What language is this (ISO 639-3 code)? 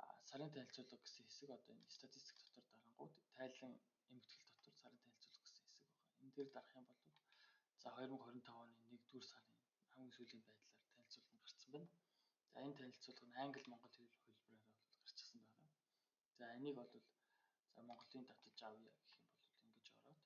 mon